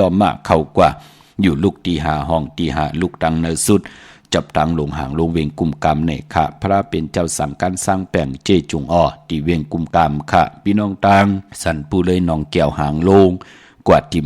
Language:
Shan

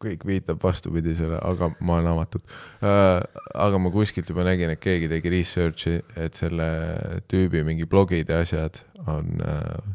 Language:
Estonian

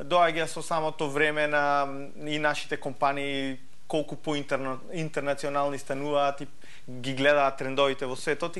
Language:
Macedonian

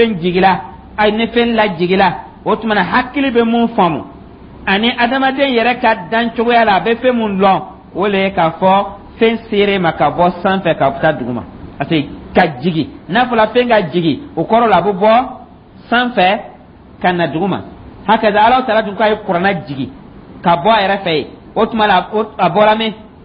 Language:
Dyula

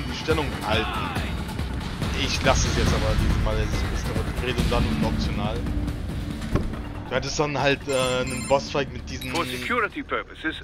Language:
German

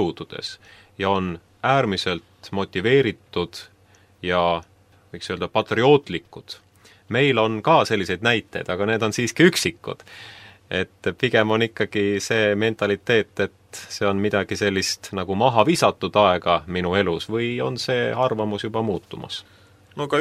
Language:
Estonian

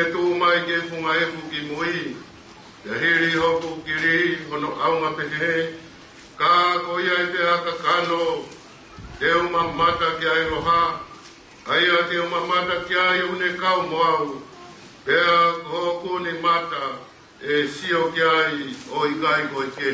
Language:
Tongan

